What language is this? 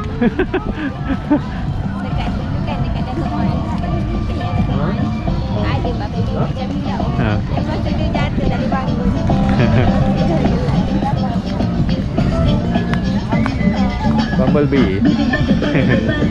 Malay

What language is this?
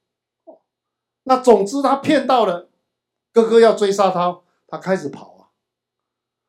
Chinese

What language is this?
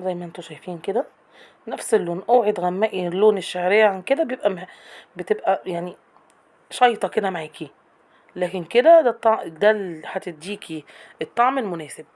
Egyptian Arabic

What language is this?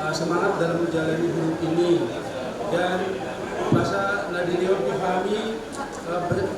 Batak Toba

